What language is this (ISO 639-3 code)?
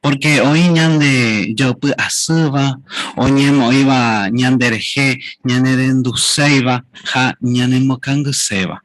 grn